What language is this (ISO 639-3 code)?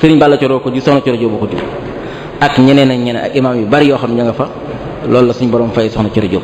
wol